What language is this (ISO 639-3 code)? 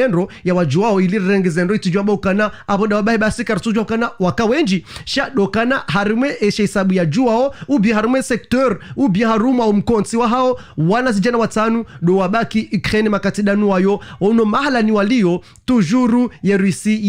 zdj